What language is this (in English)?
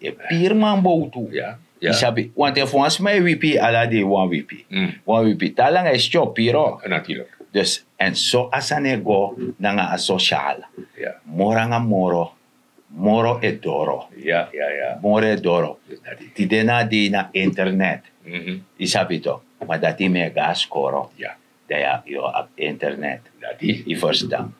Sranan Tongo